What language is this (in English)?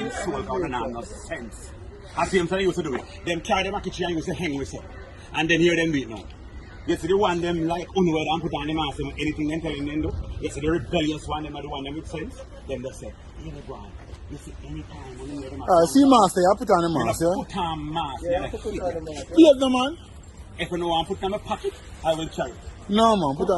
Jamaican Creole English